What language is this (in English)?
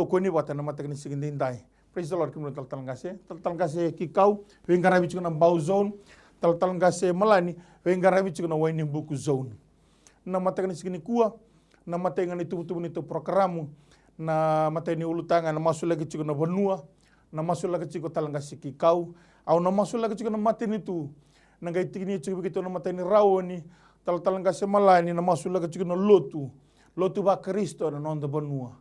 Fijian